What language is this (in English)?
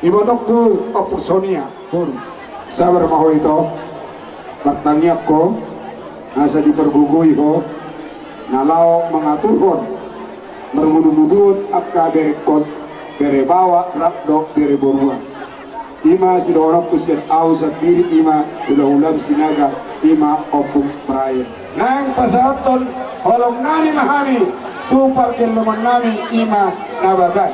Batak Toba